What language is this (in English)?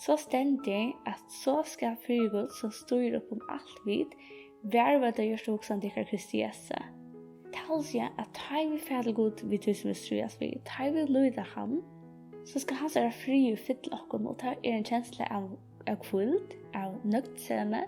Faroese